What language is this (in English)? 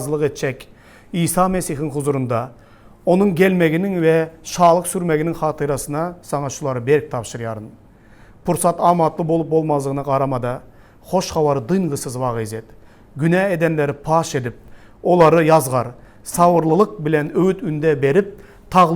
Turkmen